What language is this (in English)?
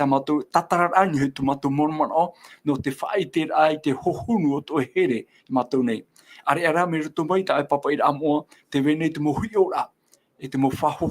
Tahitian